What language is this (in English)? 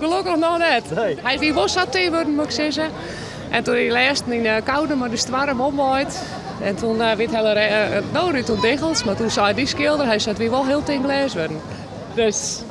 Western Frisian